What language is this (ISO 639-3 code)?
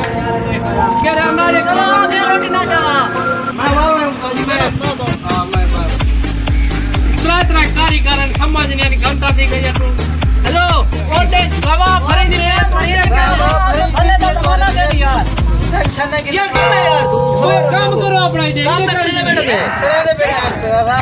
skr